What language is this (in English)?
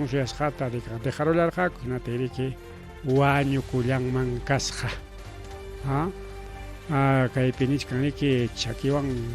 Ayacucho Quechua